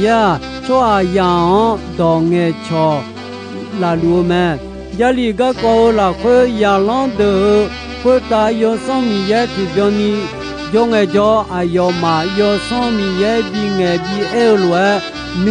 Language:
Akha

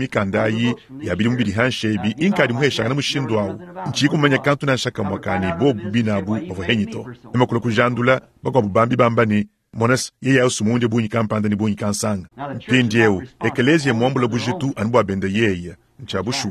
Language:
Luba-Lulua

